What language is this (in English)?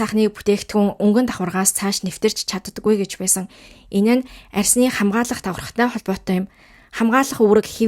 Mongolian